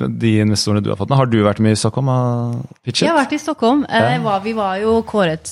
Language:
Norwegian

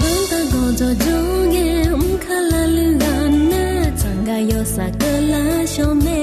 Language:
Akha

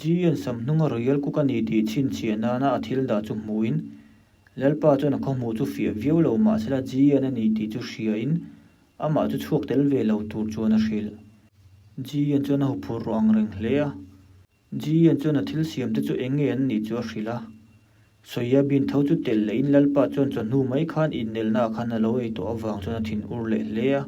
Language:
Mizo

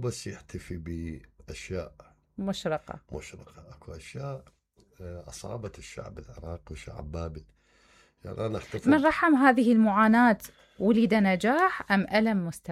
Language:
Mesopotamian Arabic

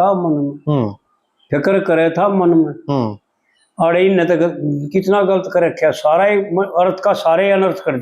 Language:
Haryanvi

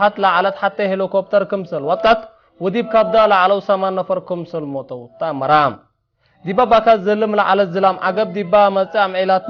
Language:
Tigre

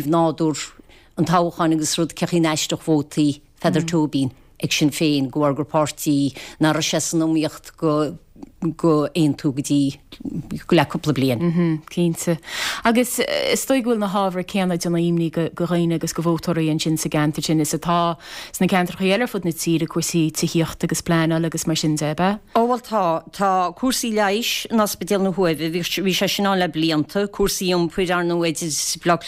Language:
Irish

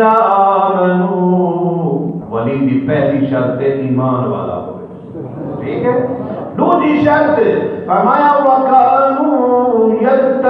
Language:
Saraiki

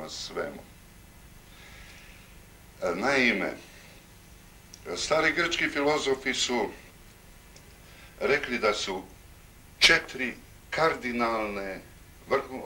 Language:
Croatian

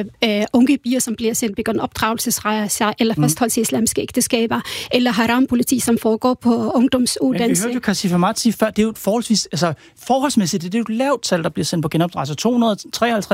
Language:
Danish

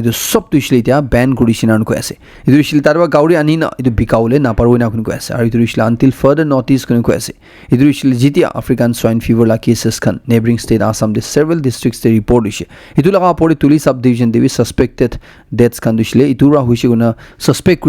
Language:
Naga Pidgin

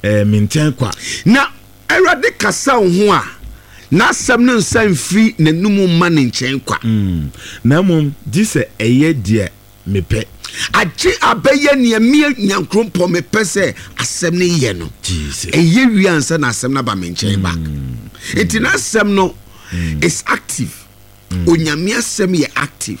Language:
Akan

